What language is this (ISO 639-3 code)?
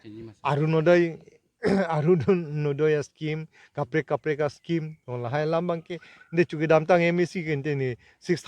mjw